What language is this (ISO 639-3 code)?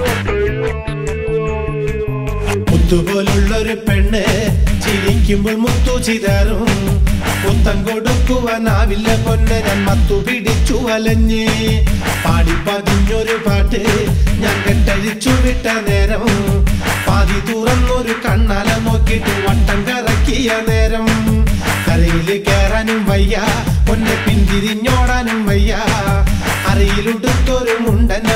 mal